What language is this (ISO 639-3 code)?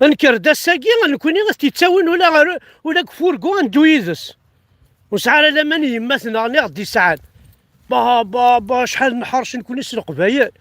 kab